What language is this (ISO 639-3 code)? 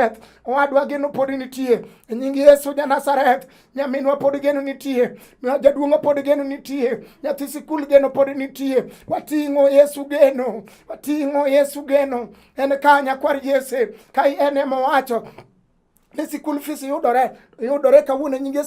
luo